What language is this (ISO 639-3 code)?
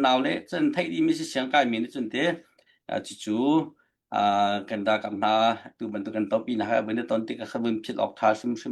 cnh